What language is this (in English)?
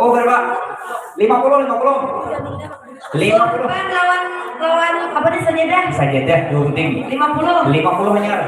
Banjar